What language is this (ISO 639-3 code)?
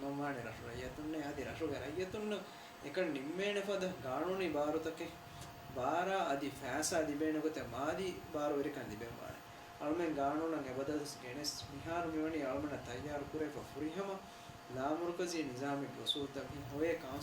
div